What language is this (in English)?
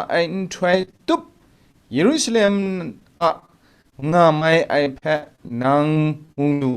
Kachin